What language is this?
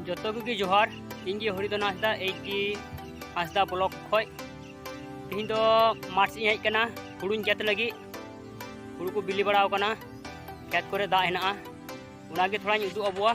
Santali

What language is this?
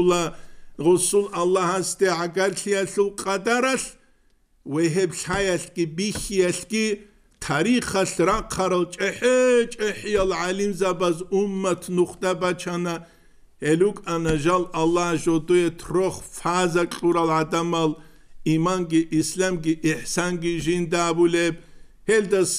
Avaric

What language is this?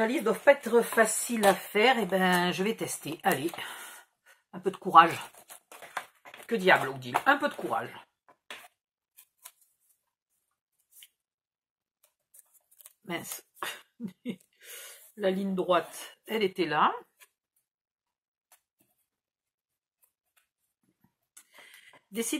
French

